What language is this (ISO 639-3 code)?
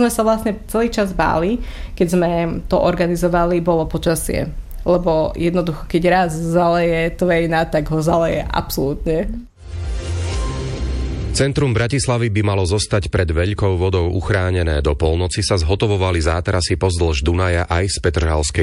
slk